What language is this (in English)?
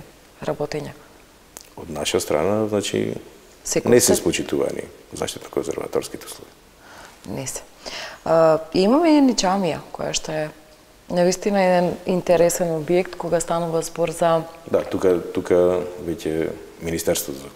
Macedonian